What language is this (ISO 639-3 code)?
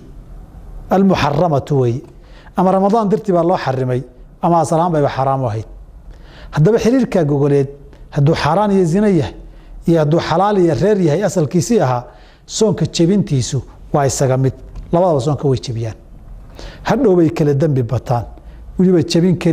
som